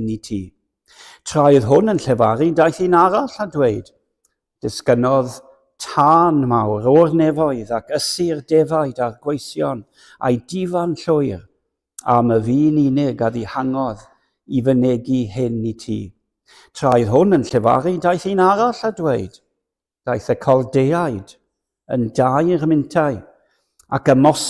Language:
Welsh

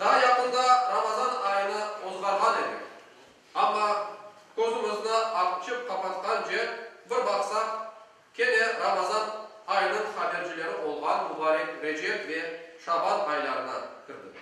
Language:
Crimean Tatar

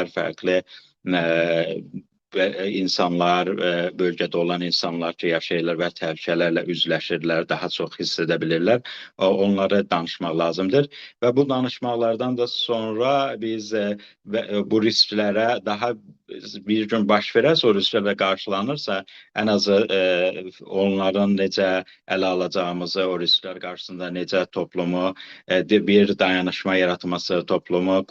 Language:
South Azerbaijani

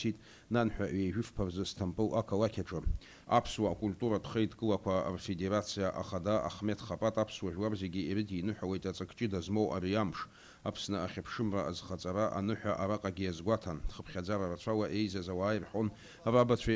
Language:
Abkhazian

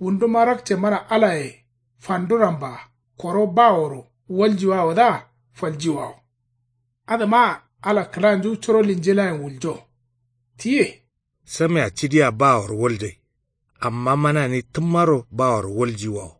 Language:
Kanuri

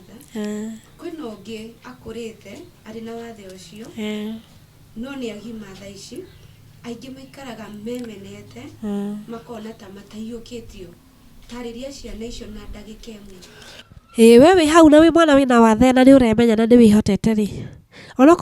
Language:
Kikuyu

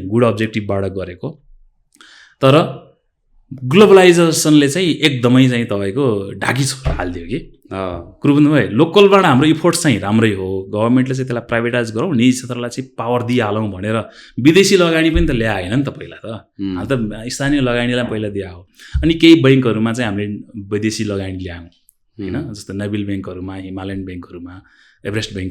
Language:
Nepali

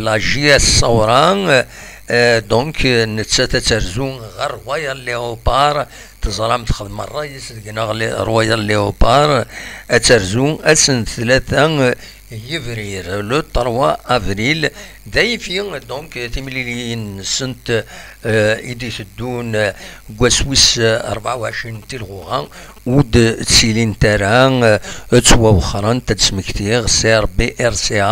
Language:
Kabyle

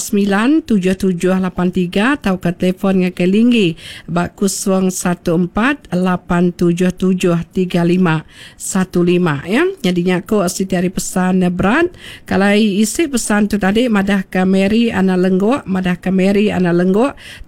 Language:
Iban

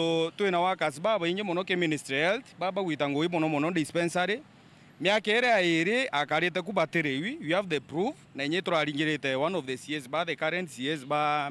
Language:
Meru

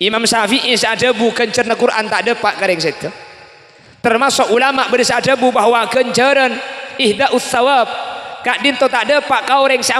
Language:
Madurese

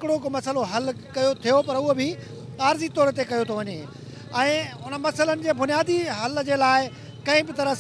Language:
Sindhi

